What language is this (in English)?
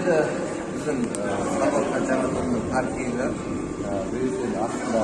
Kazakh